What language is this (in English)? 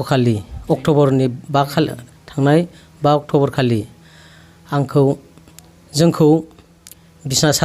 Bodo